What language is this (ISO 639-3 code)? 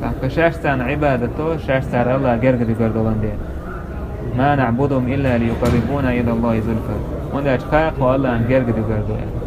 che